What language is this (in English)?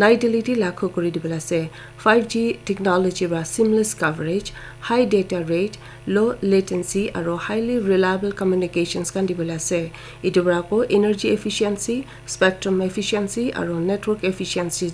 Naga Pidgin